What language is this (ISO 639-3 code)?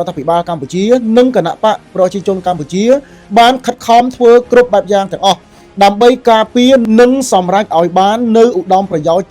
khm